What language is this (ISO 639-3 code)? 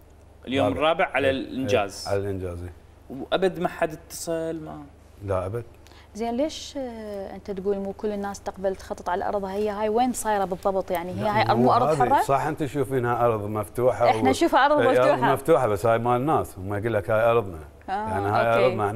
acm